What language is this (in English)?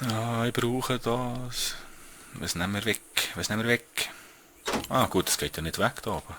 Swiss German